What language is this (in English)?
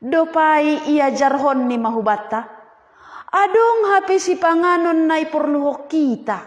Batak Simalungun